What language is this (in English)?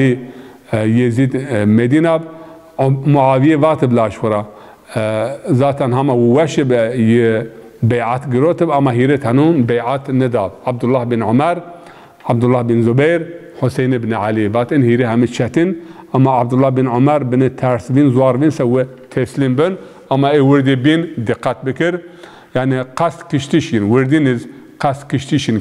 Zaza